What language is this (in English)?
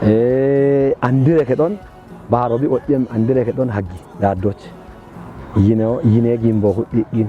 Kafa